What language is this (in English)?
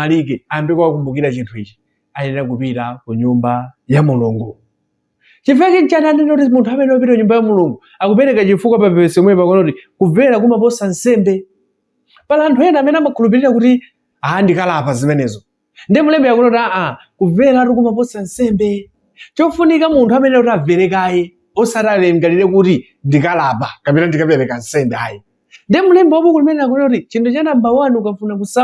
Nyanja